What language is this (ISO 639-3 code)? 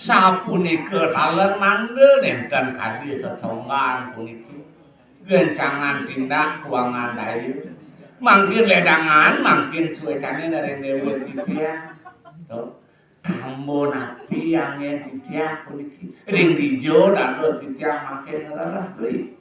ban